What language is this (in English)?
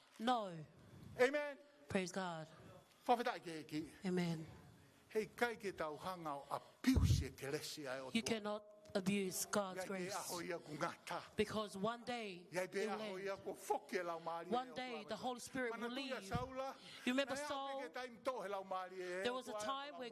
Tongan